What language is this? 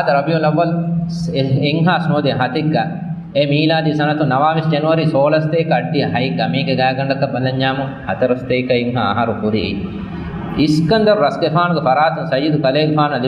Divehi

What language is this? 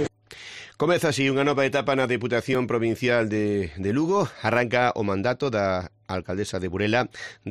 Galician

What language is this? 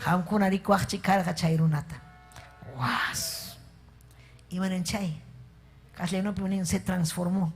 Ayacucho Quechua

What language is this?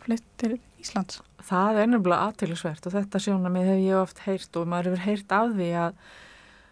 Icelandic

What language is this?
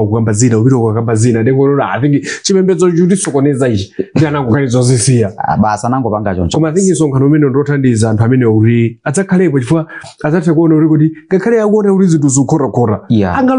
Nyanja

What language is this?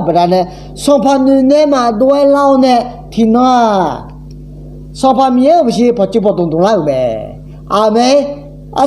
Akha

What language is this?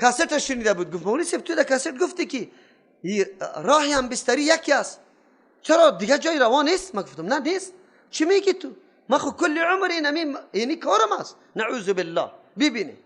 Persian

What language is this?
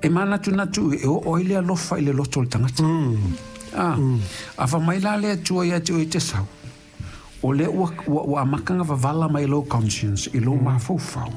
Samoan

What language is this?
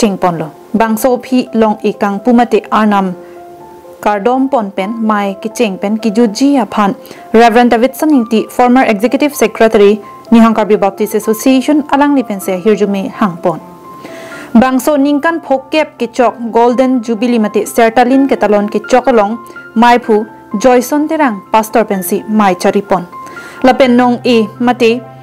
Karbi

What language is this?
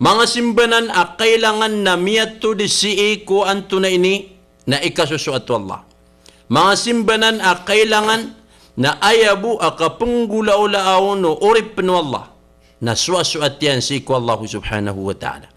Maranao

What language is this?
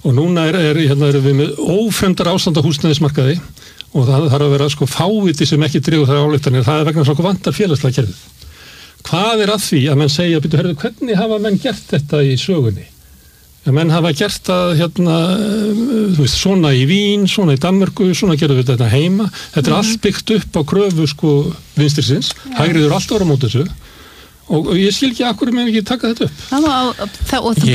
Icelandic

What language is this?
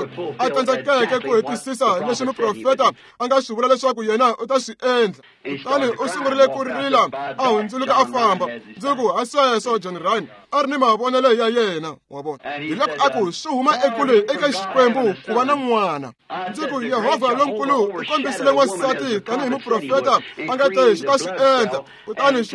Tsonga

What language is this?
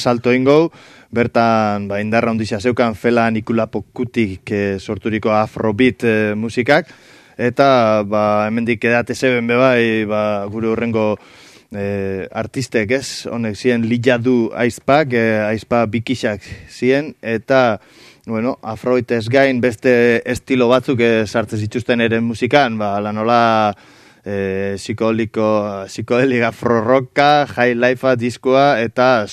Basque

